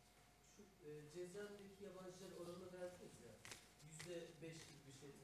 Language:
Turkish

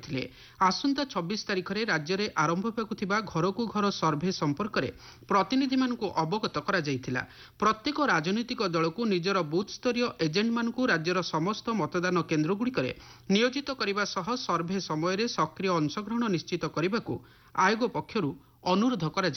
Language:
Odia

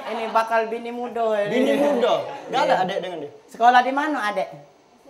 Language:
Musi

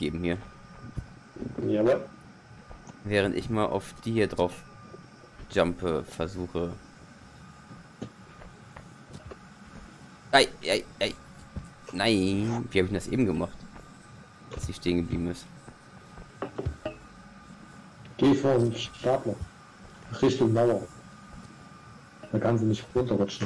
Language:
German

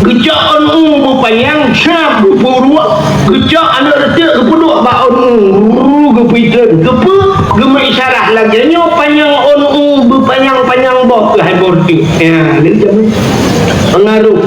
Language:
Achinese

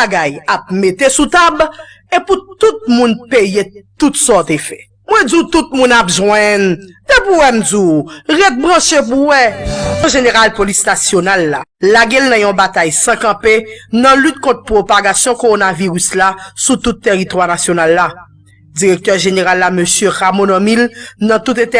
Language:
Haitian Creole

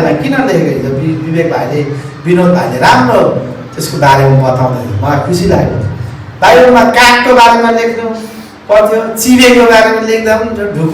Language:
Nepali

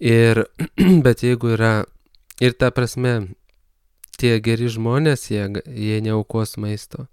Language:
Lithuanian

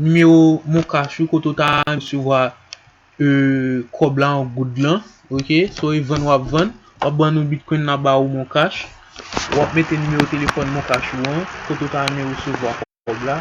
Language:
Haitian Creole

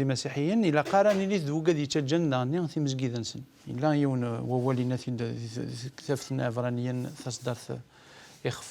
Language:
Kabyle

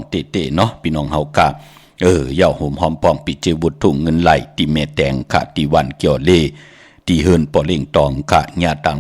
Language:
Shan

